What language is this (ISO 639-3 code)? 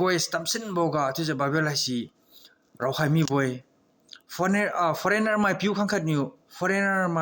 njn